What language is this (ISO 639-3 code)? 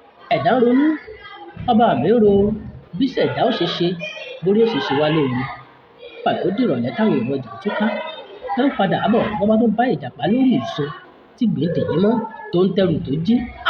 yor